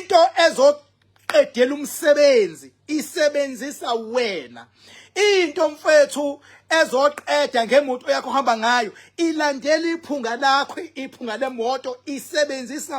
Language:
Zulu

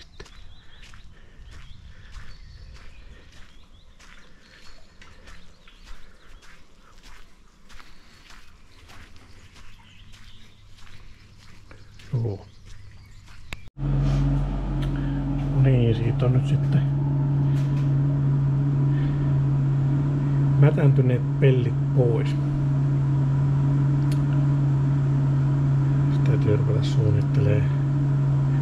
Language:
Finnish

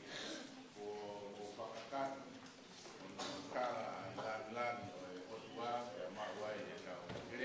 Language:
Tongan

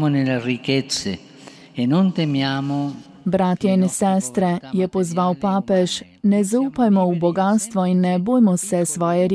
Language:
Slovenian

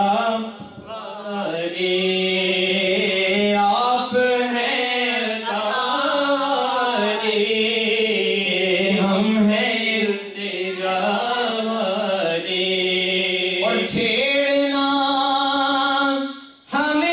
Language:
Urdu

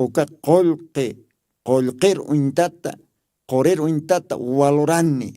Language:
Aymara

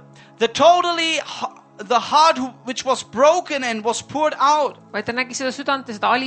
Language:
Estonian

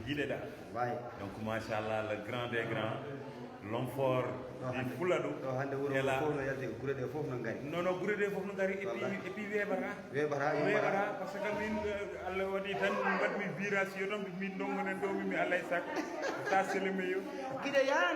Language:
Fula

